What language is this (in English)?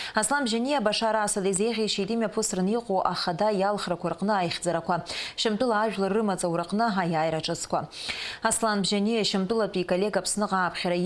Abkhazian